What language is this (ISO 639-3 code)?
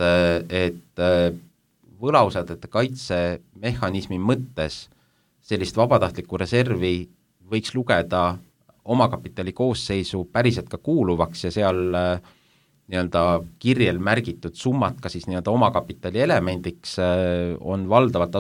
est